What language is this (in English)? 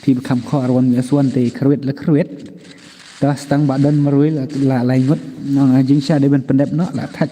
Khasi